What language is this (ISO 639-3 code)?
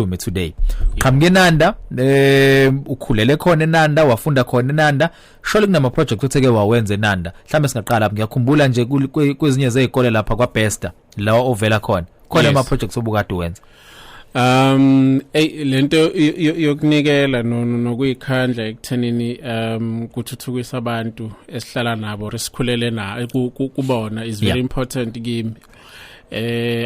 zul